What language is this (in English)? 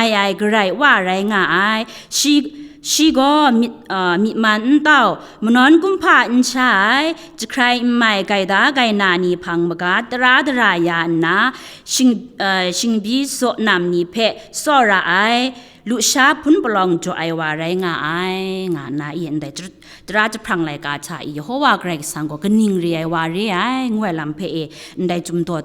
Kachin